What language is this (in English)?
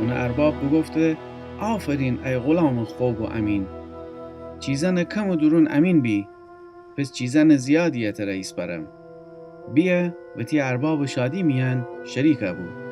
Gilaki